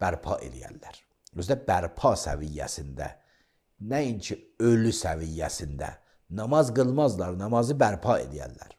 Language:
Azerbaijani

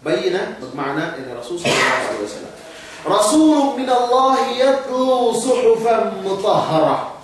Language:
Yakan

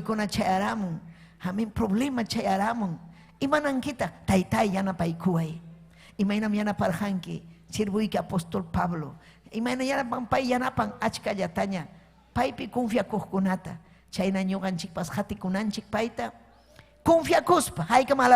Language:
Ayacucho Quechua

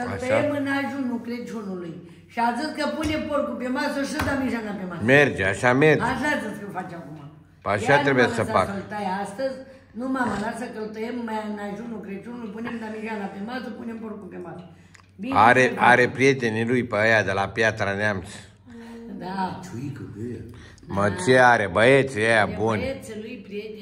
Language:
Romanian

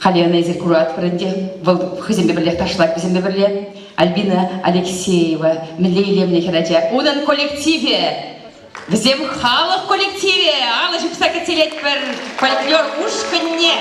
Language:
Chuvash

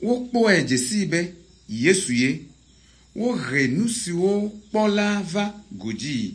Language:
Ewe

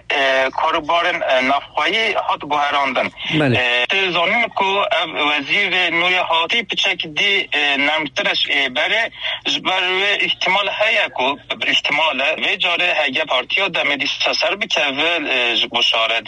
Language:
Kurdish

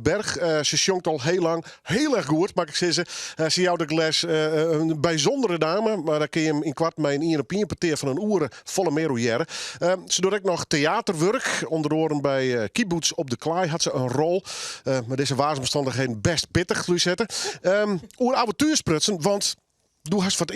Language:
Western Frisian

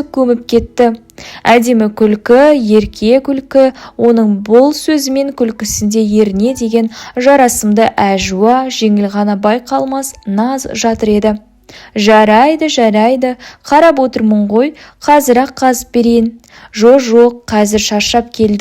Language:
Kazakh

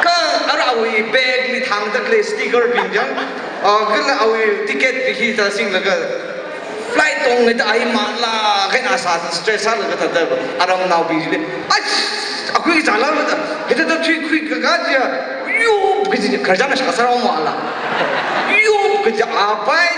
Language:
Tangkhul Naga (India)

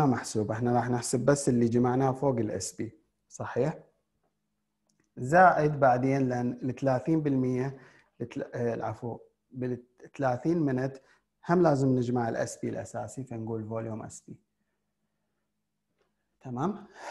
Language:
Mesopotamian Arabic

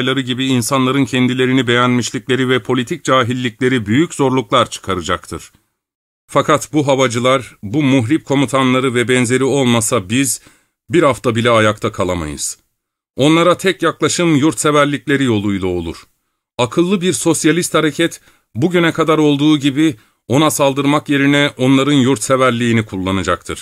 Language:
Turkish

